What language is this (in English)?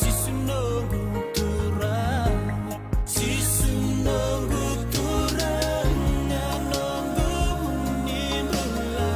Fijian